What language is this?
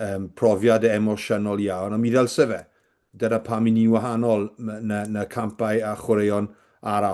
Welsh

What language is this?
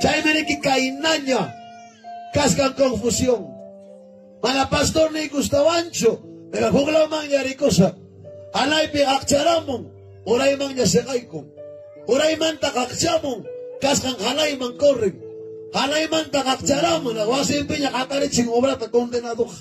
Ayacucho Quechua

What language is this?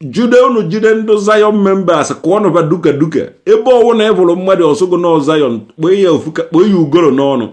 Igbo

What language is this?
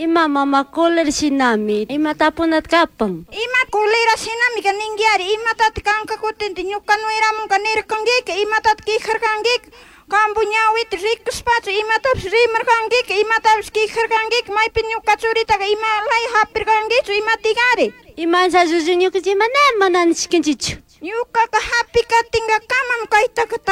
Chimborazo Highland Quichua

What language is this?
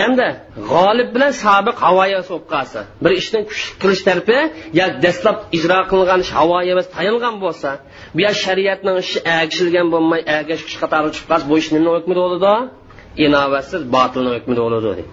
Uyghur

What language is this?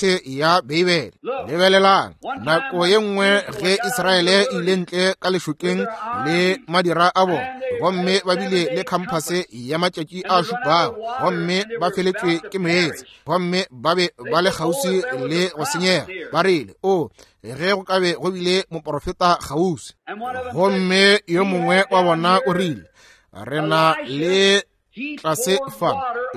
Northern Sotho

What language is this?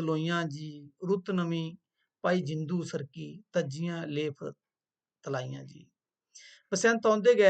Dogri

